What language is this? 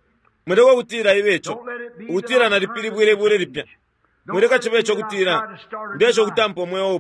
Bemba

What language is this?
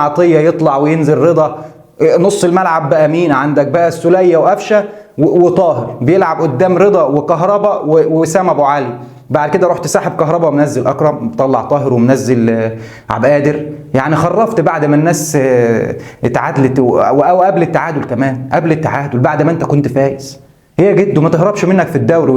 Egyptian Arabic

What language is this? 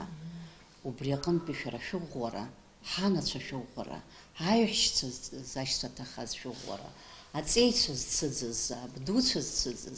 Abkhazian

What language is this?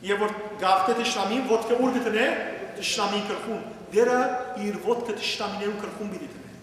Western Armenian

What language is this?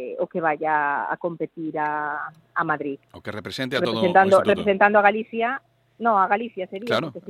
Galician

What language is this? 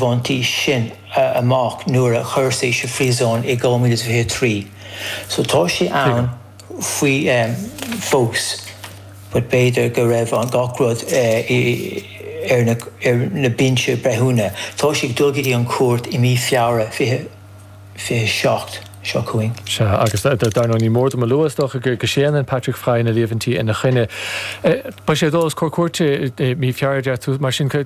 Irish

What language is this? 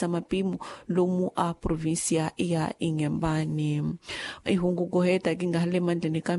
Tsonga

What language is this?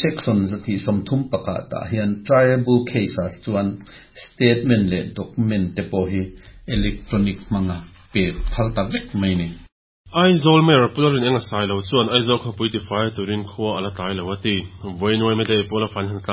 Mizo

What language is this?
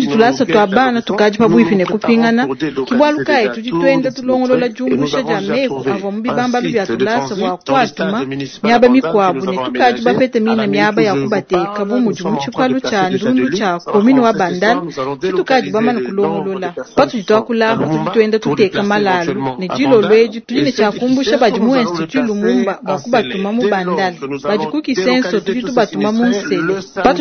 Luba-Lulua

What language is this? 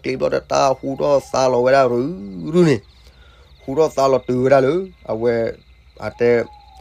S'gaw Karen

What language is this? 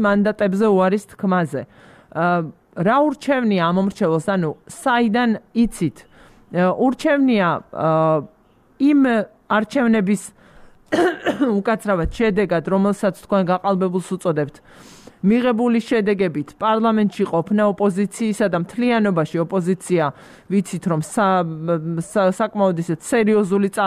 Georgian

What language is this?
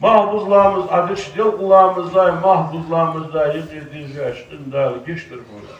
Ingush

